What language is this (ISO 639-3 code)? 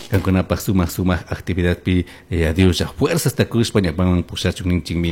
qug